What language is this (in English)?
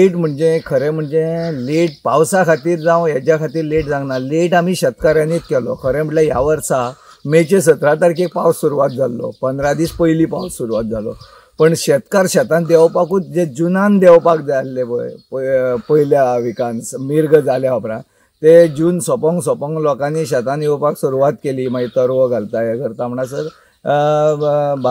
Konkani